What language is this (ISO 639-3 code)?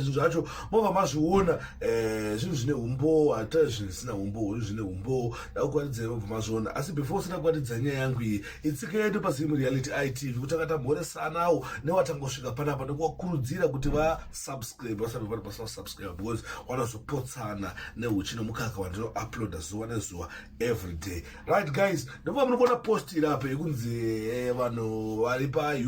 sna